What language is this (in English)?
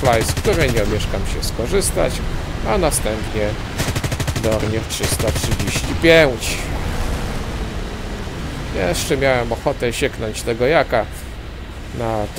Polish